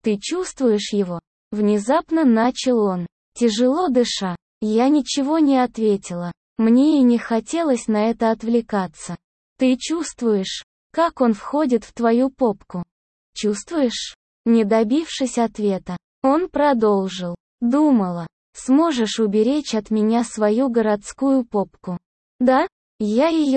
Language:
Russian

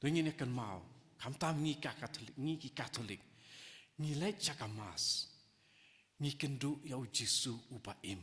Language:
Khasi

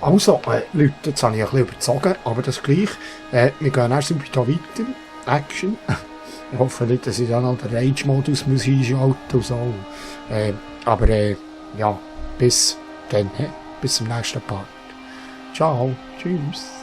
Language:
Swiss German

